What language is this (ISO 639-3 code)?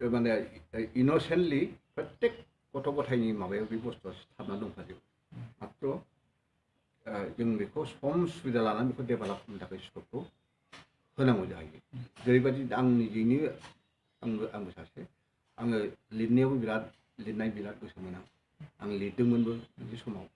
brx